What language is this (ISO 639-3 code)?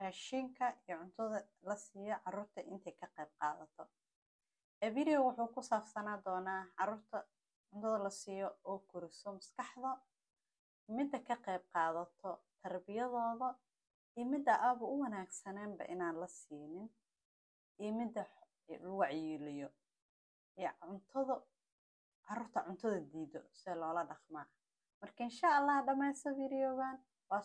som